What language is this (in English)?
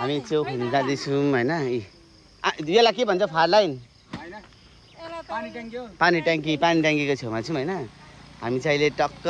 Nepali